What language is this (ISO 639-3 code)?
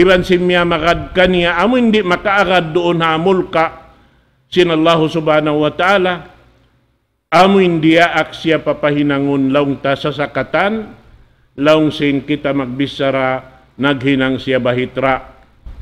tsg